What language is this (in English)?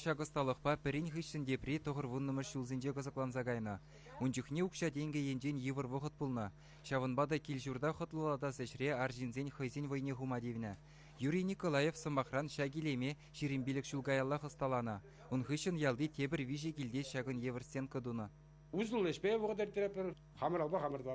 Chuvash